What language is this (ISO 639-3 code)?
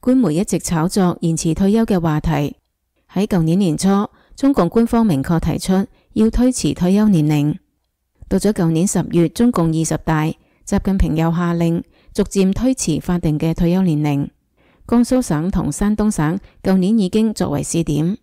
yue